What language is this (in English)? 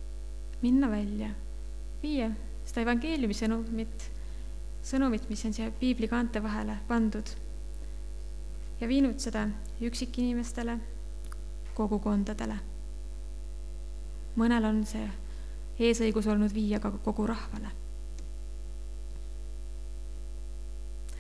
Estonian